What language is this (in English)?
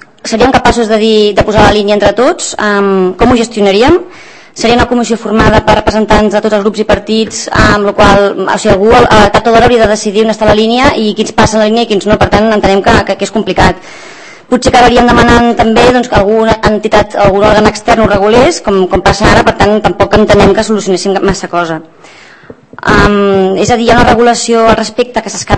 Catalan